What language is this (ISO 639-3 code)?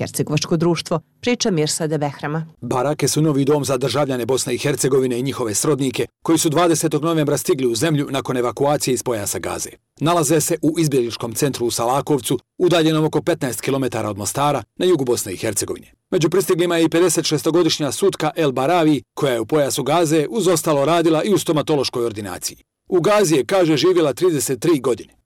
bos